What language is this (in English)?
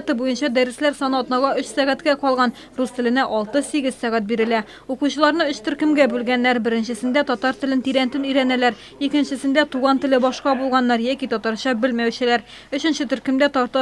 Tatar